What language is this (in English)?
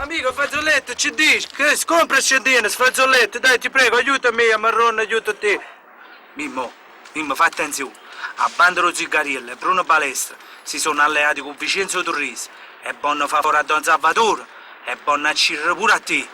Neapolitan